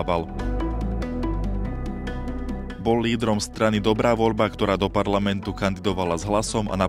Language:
Slovak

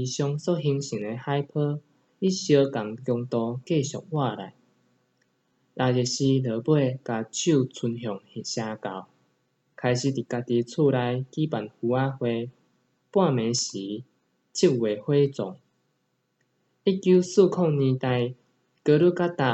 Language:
Min Nan Chinese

